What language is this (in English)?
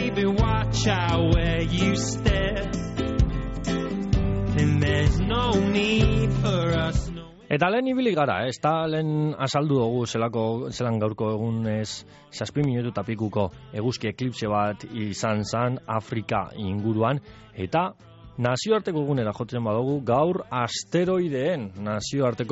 Basque